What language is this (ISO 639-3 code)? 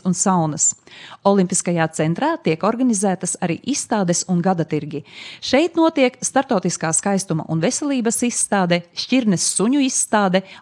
lav